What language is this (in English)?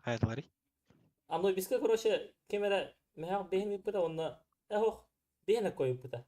Yakut